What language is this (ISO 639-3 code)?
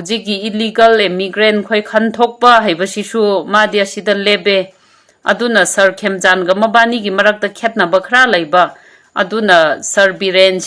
mni